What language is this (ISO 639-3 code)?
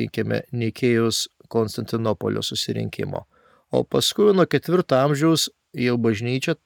lit